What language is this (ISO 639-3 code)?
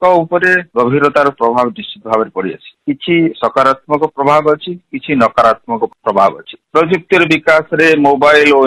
ori